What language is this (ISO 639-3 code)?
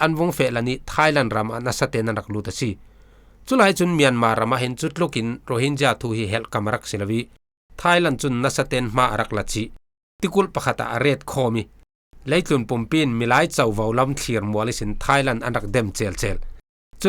cfm